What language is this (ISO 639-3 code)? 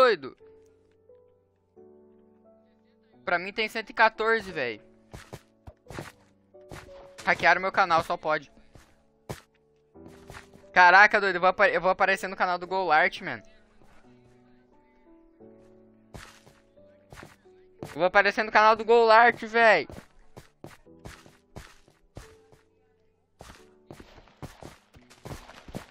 por